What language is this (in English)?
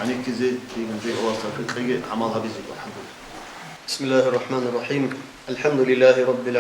Avaric